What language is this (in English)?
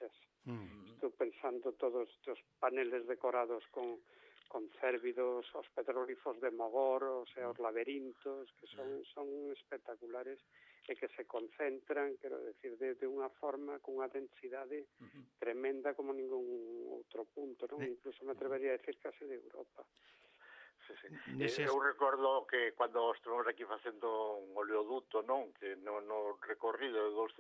Galician